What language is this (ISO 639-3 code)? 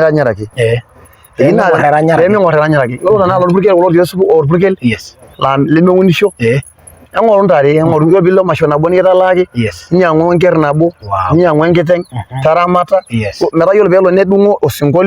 mas